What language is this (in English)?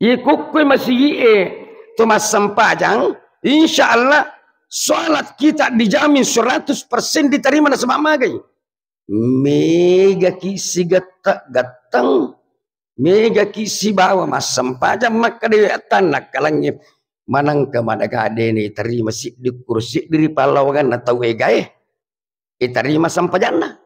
Buginese